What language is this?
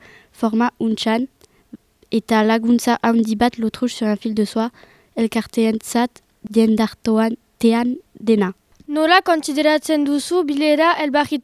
Basque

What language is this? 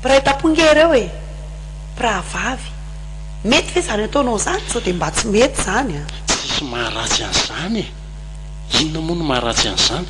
Malagasy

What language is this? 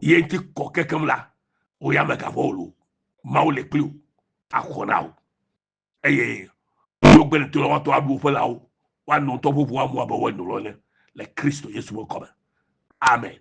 Ewe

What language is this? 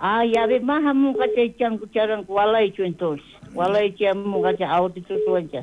South Bolivian Quechua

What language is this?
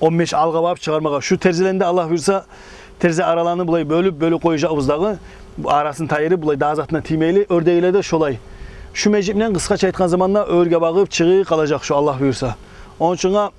Kumyk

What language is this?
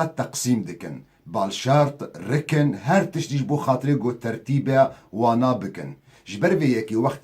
Kurdish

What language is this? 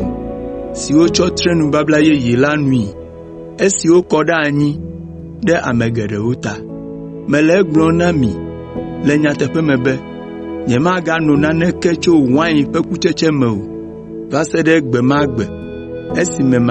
Ewe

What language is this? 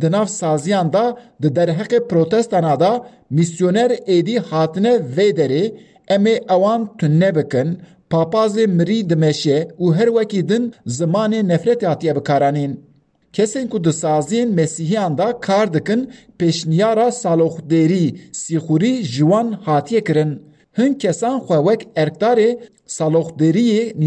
Kurdish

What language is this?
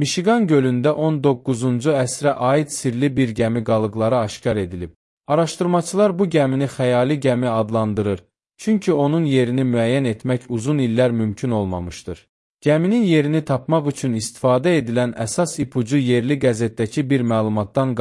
Azerbaijani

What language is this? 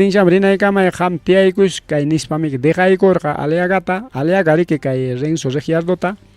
Ayacucho Quechua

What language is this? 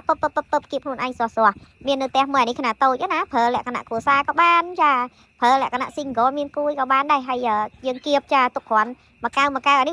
Khmer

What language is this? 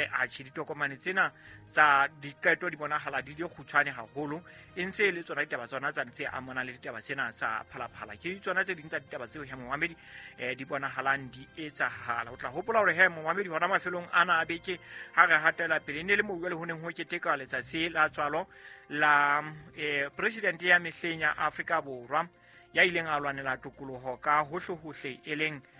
Southern Sotho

